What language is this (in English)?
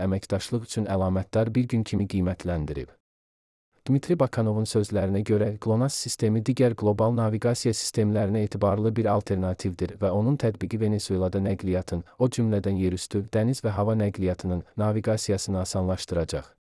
Azerbaijani